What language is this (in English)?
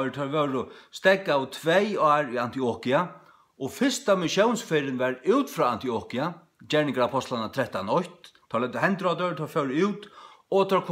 Faroese